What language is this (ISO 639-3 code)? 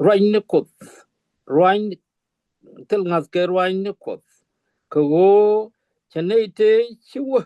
nus